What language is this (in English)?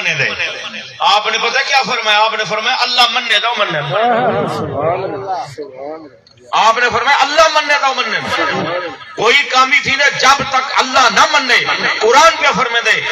Saraiki